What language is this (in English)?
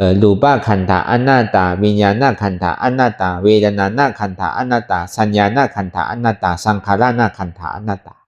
Shan